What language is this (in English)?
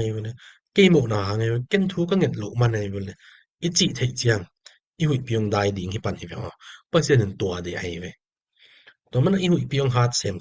Tedim Chin